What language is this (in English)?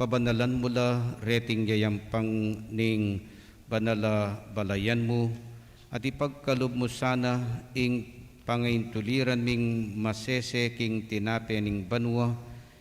Pampanga